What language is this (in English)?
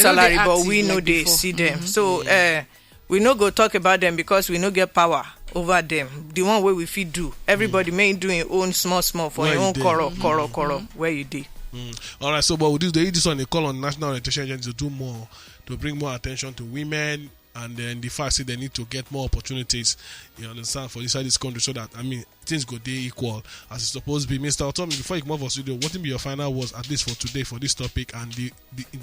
Nigerian Pidgin